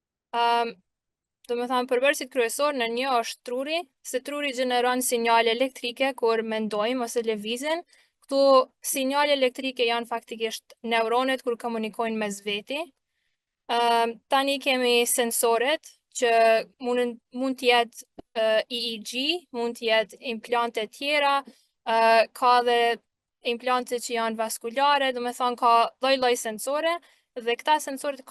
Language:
Albanian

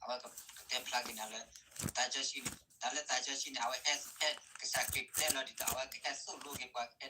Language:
S'gaw Karen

